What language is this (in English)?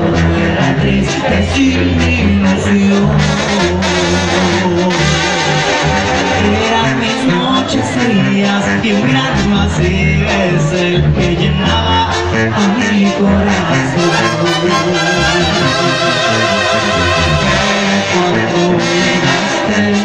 Spanish